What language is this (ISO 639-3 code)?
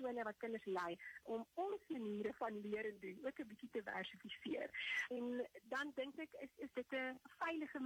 afr